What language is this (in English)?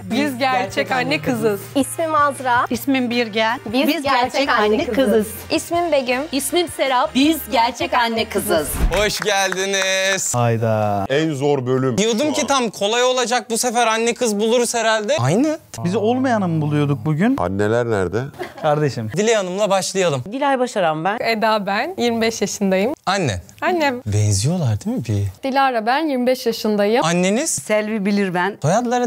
Turkish